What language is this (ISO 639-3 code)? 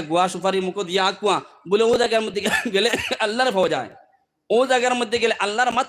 syl